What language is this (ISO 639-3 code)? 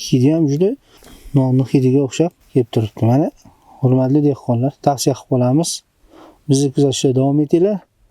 uzb